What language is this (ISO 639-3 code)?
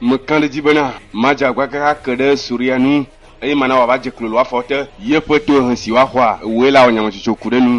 ewe